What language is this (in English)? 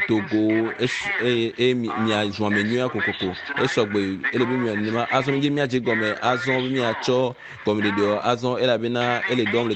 Ewe